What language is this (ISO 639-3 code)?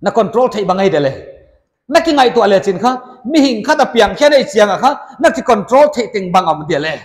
pck